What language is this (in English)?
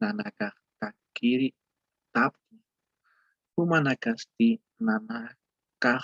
Aymara